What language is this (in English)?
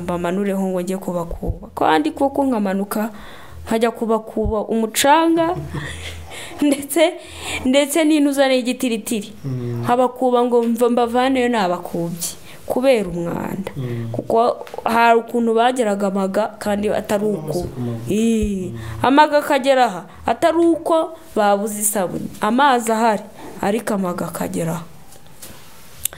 Kinyarwanda